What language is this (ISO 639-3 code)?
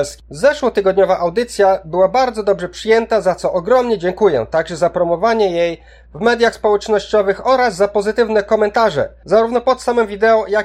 pol